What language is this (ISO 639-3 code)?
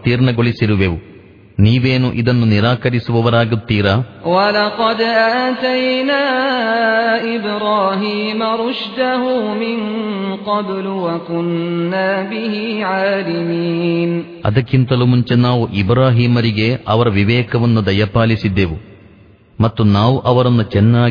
kan